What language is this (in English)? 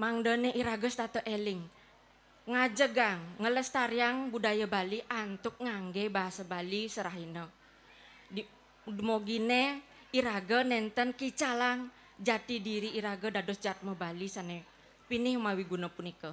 Balinese